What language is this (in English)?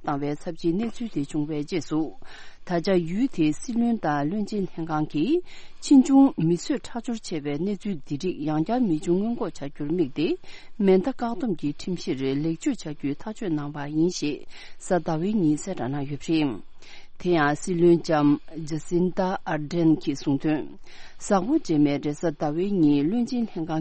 Tibetan